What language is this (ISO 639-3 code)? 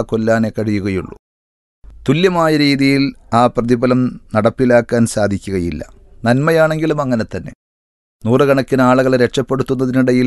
mal